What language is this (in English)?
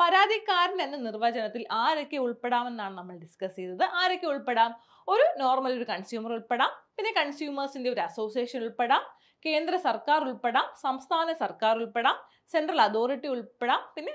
Malayalam